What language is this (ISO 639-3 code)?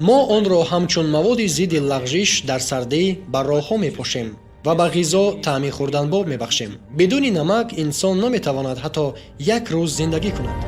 tgk